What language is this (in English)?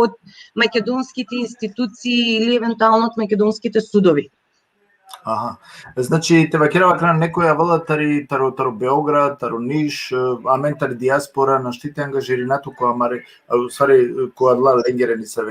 Balkan Romani